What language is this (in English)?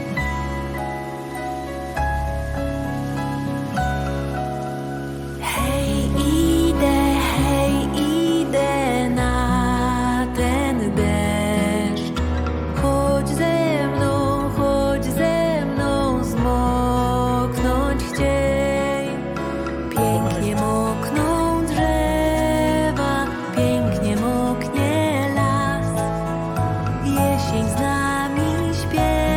Polish